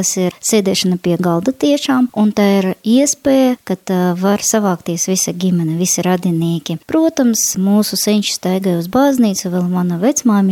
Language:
Latvian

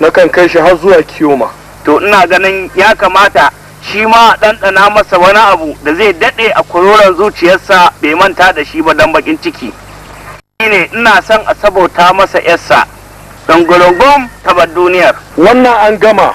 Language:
Hausa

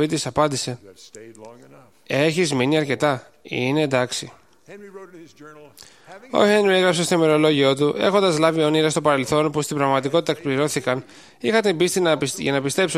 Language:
Greek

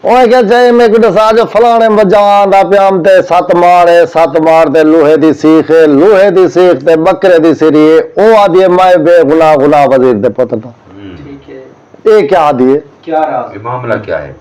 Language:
Saraiki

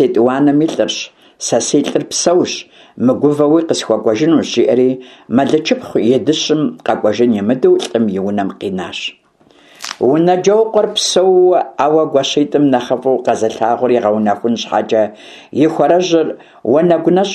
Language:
Kabardian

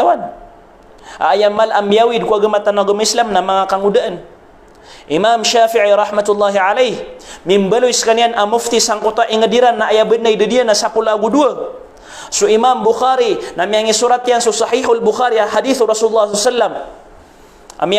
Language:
Maranao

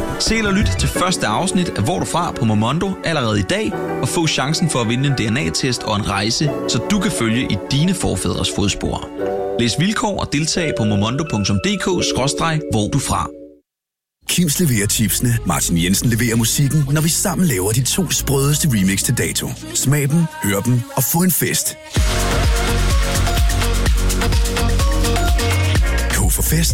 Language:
Danish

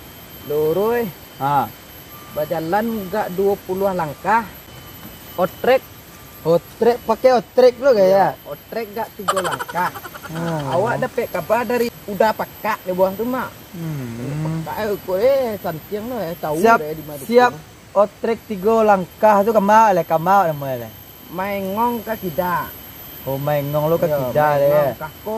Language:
Minangkabau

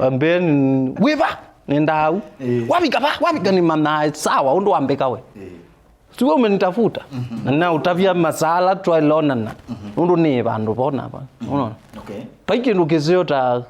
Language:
Kamba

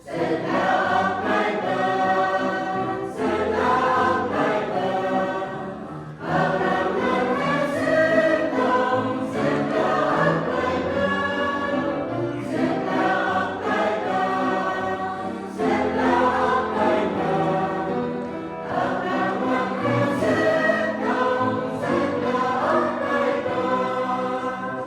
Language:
Central Mnong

